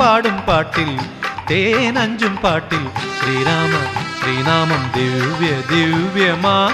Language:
Malayalam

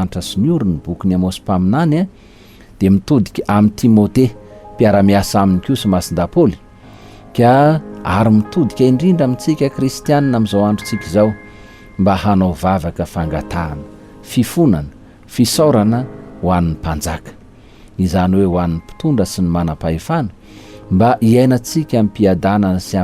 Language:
Malagasy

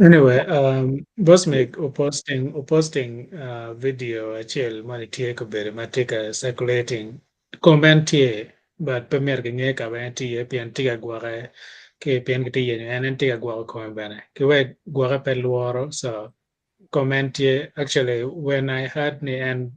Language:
Acoli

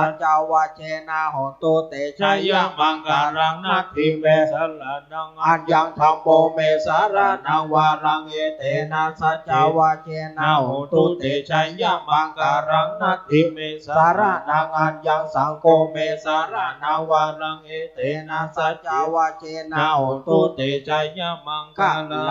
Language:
Pali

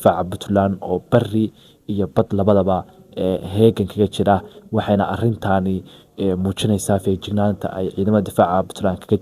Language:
Somali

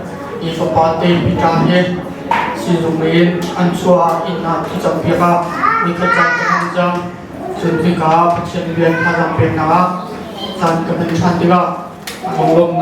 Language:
Hakha Chin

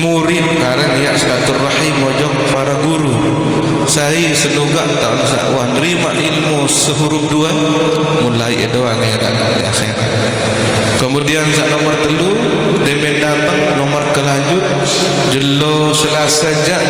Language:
Sasak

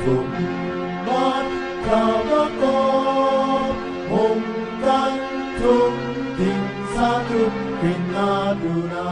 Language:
Kachin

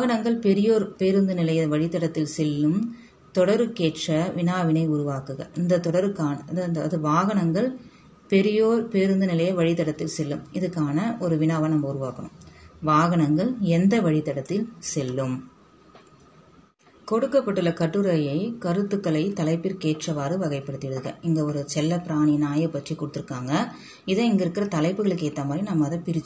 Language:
Tamil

